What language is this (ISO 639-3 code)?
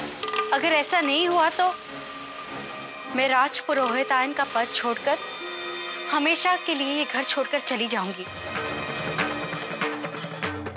hin